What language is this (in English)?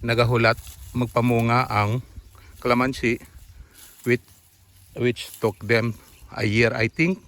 Hiligaynon